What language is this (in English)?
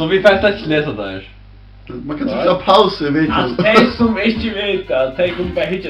Faroese